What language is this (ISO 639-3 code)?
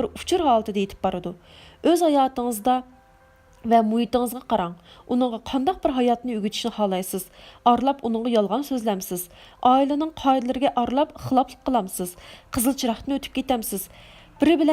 uig